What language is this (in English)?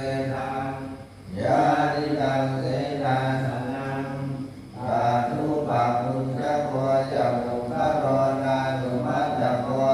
Pali